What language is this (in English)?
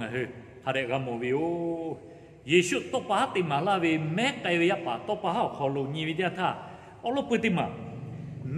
Lahu